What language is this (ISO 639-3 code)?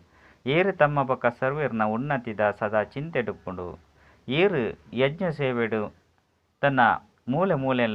tcy